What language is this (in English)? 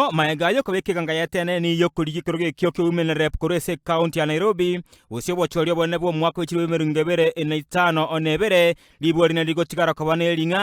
Gusii